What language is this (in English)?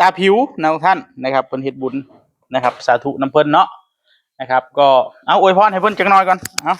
Northeastern Thai